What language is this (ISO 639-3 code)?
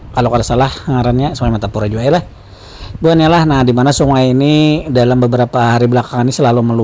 bjn